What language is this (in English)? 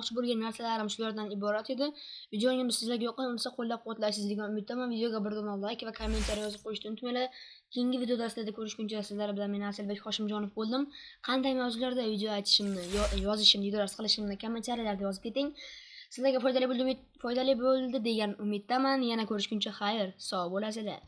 Uzbek